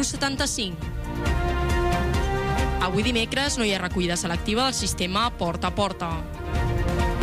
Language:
Catalan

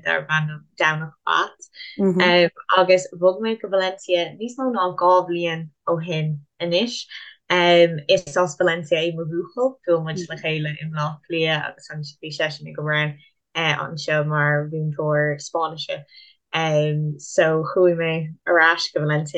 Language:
Irish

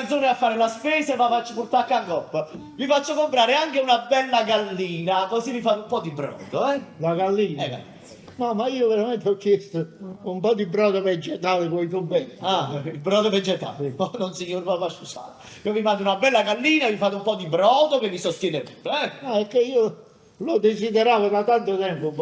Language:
Neapolitan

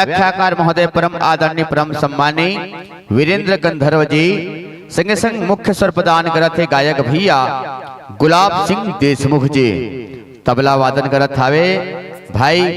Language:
Chhattisgarhi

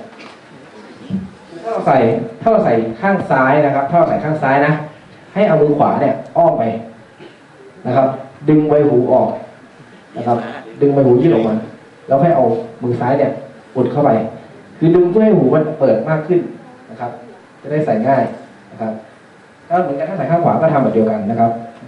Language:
Thai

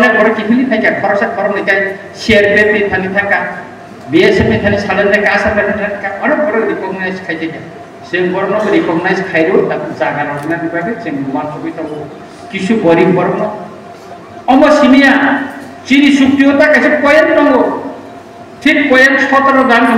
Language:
Kok Borok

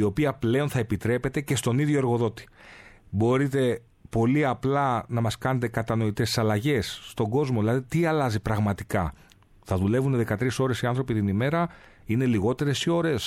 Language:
Greek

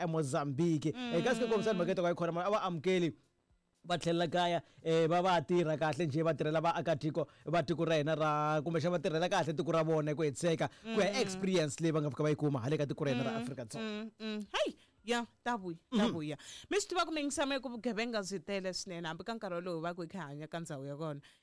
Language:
Tsonga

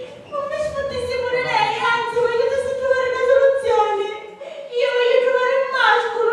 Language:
Sicilian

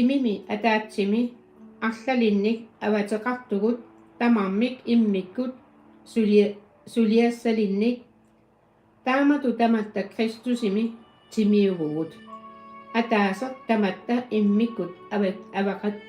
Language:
Kalaallisut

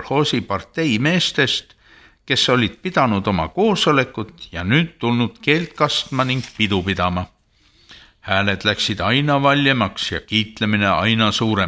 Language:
Estonian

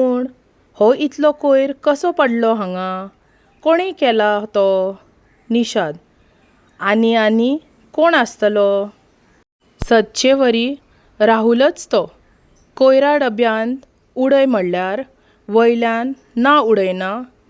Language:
Konkani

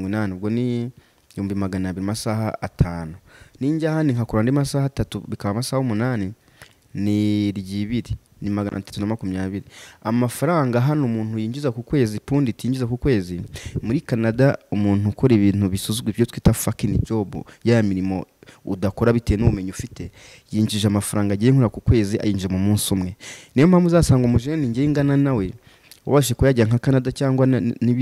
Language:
Kinyarwanda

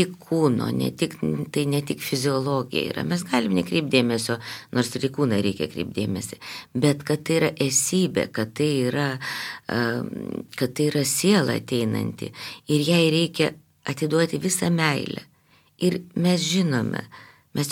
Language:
Lithuanian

